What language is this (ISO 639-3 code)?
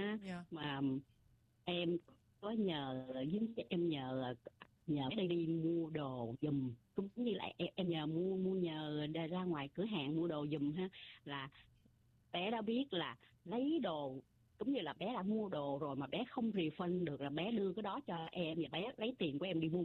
vie